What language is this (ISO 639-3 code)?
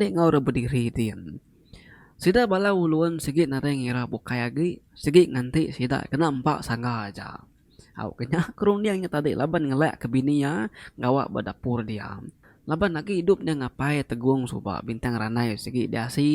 iba